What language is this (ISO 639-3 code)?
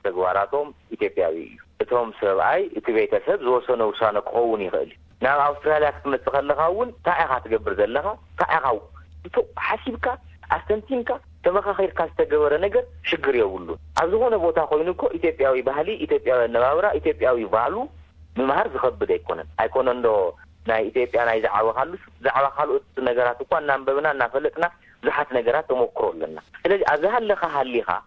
tir